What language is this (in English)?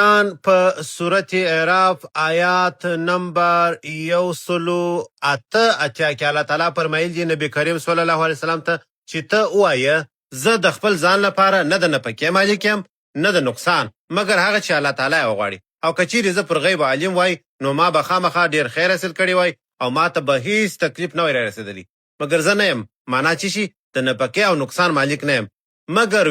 Pashto